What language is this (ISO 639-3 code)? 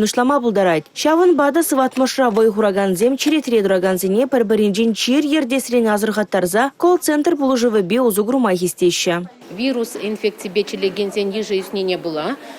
chv